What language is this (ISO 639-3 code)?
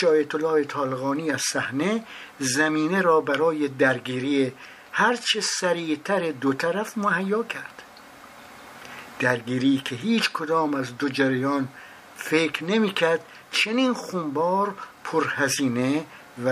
fas